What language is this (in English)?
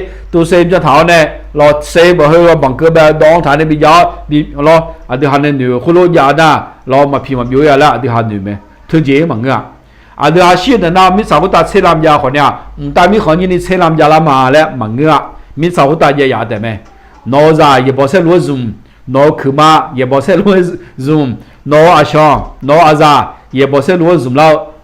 Akha